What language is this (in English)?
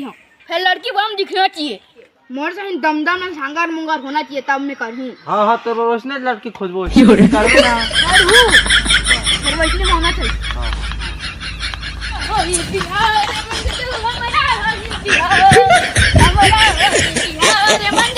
Chhattisgarhi